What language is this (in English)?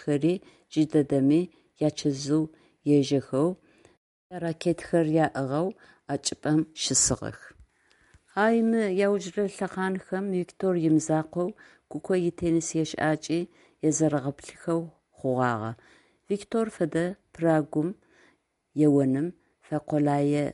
Adyghe